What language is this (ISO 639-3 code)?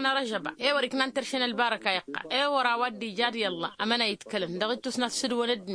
taq